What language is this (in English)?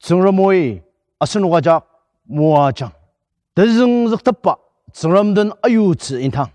Ao Naga